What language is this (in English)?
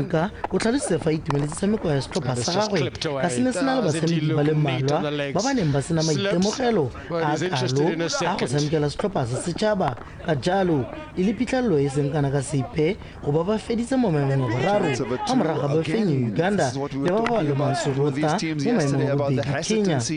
Tswana